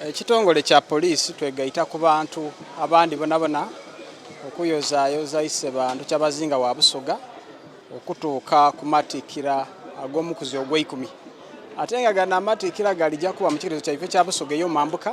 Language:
Soga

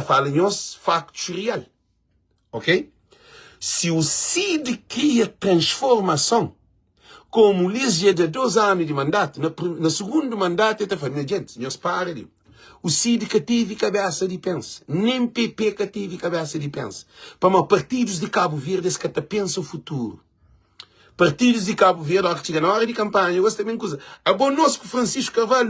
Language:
Kabuverdianu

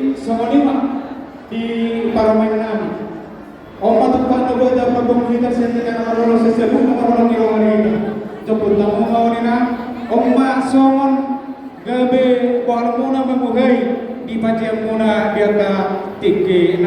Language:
Batak Toba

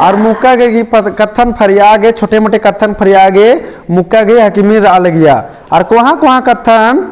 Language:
Kurukh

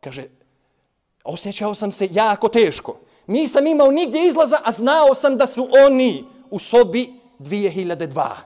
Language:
Bosnian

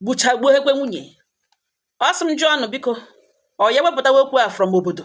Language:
Igbo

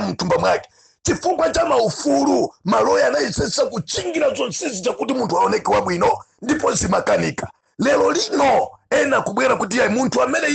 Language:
Nyanja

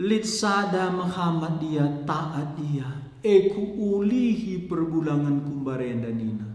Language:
Batak Karo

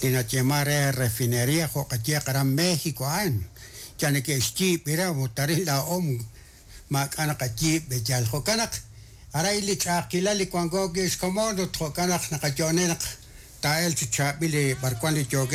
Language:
Kekchí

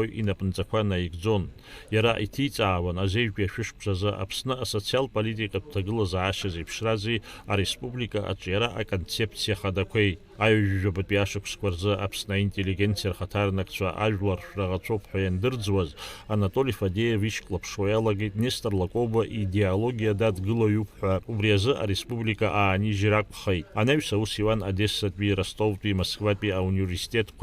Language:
Abkhazian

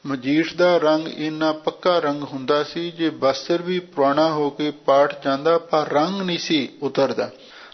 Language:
Punjabi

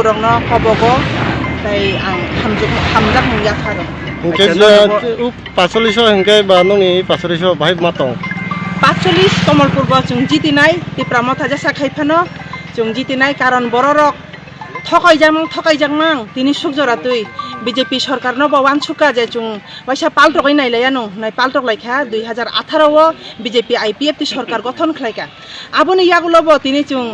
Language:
Kok Borok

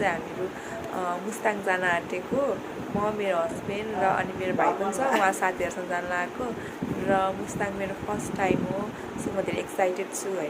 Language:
Nepali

